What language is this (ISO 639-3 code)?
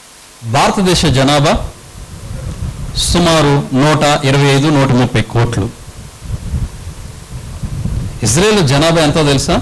tel